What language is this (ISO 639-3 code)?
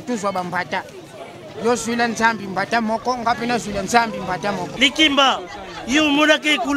lin